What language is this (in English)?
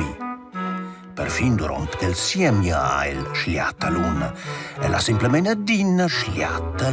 Romansh